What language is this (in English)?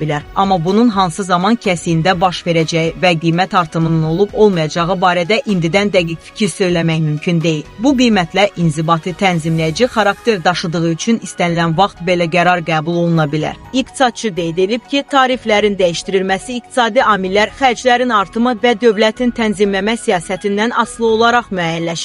Azerbaijani